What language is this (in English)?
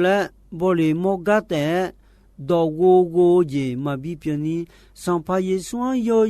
Akha